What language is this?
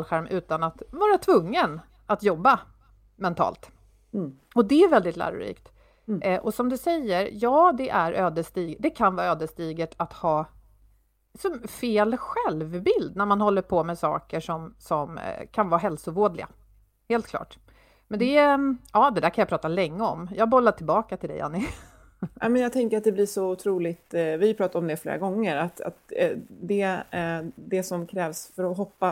Swedish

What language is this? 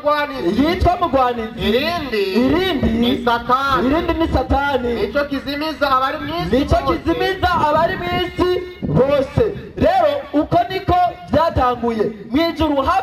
Rundi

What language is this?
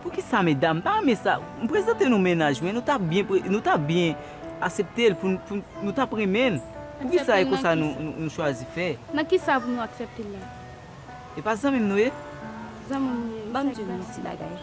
Haitian Creole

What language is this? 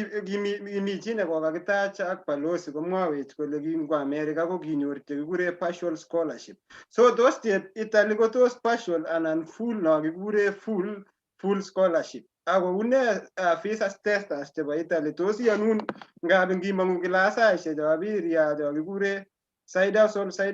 Kalenjin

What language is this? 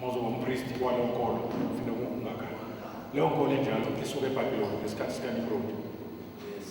Zulu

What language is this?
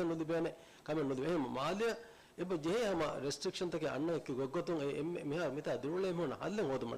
Divehi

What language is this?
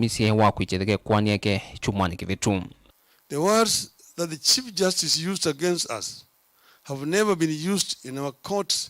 Kamba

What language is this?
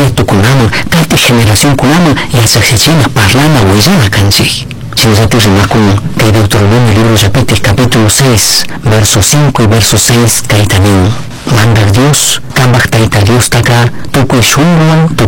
Chimborazo Highland Quichua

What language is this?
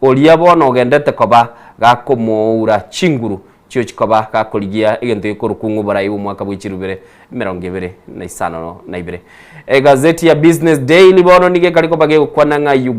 Gusii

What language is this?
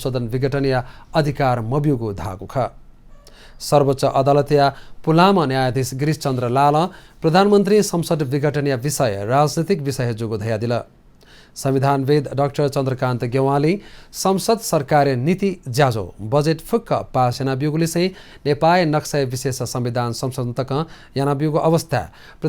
Newari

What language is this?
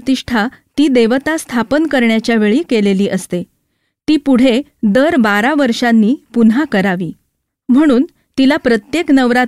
Marathi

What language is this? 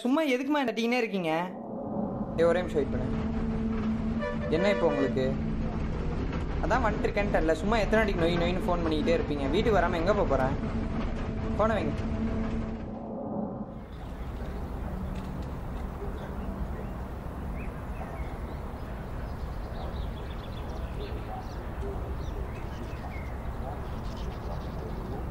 Tamil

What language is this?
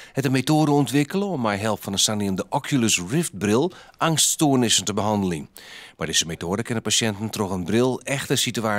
Western Frisian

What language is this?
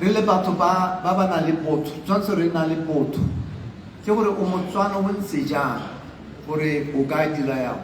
Tswana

